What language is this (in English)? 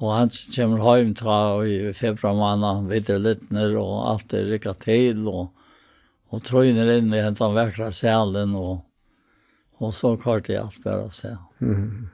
Faroese